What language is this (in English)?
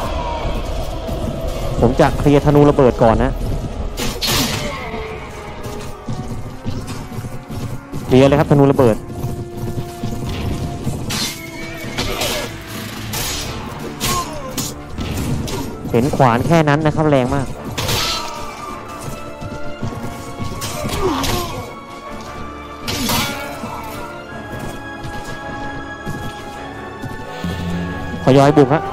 Thai